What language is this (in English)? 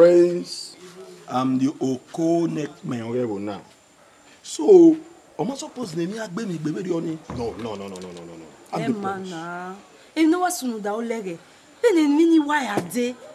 Bini